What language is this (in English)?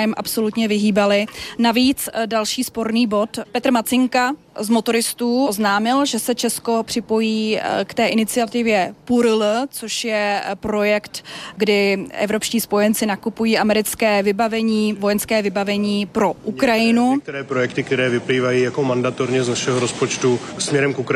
Czech